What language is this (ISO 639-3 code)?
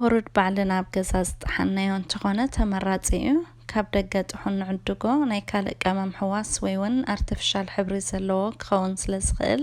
tir